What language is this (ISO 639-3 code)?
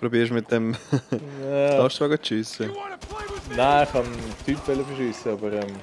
gsw